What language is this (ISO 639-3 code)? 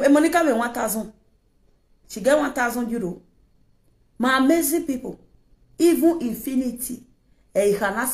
pcm